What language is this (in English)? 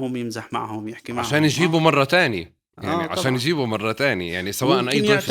North Levantine Arabic